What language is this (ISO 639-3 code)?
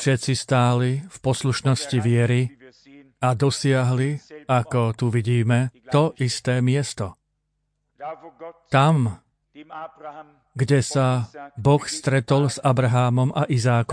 slk